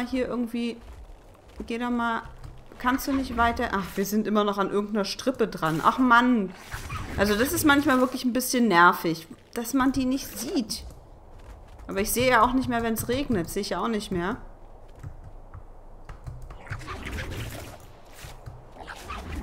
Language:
German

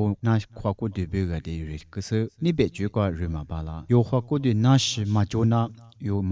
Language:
Lisu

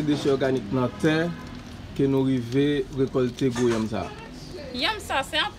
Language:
Haitian Creole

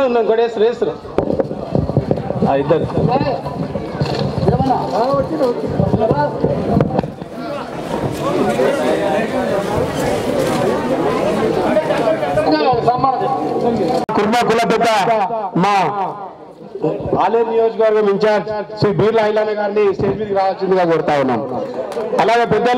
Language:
Telugu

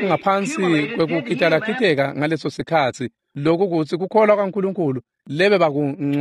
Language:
Swati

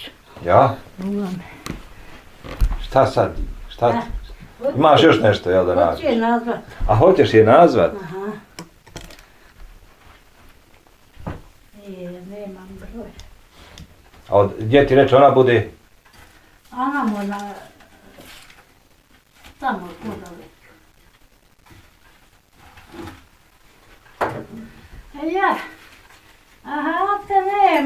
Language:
Bosnian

